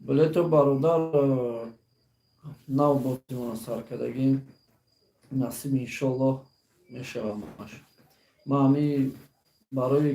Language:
Tajik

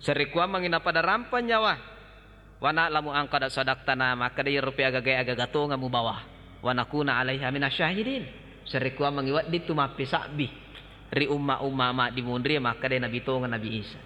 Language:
Buginese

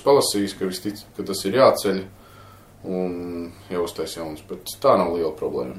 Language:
Latvian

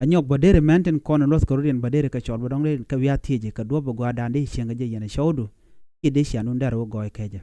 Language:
Nuer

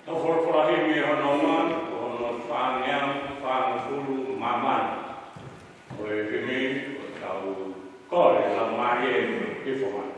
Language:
Tongan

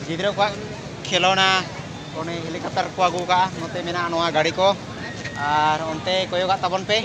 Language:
Santali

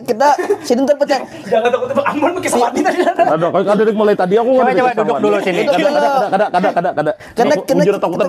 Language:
Banjar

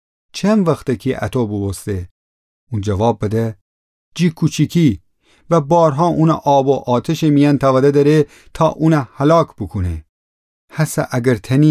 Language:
Gilaki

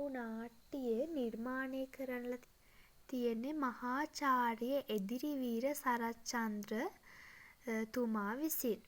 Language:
Sinhala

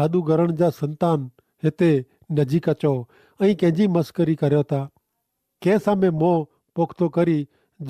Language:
Kachhi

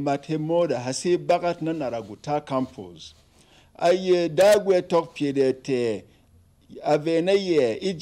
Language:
Berom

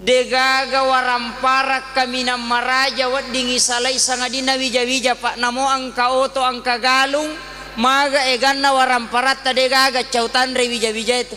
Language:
Buginese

